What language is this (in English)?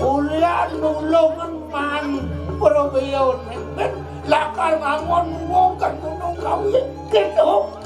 Balinese